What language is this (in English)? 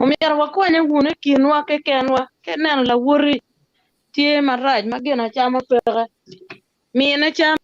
Acoli